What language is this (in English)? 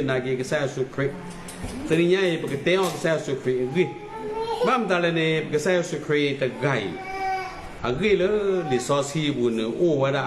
S'gaw Karen